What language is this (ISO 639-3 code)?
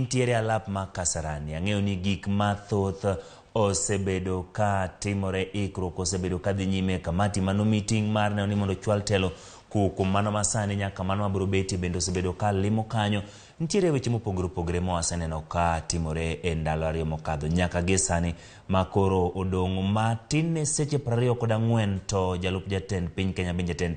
luo